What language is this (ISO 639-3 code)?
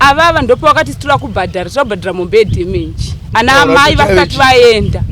sna